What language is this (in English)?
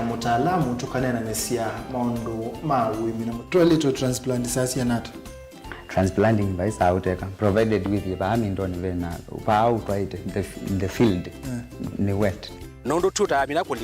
Kamba